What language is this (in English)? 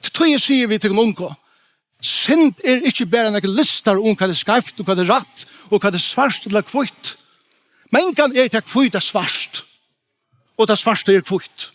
Faroese